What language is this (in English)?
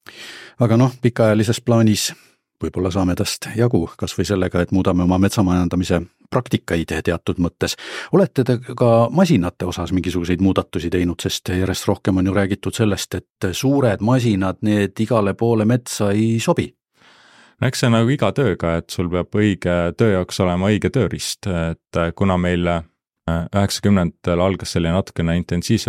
Estonian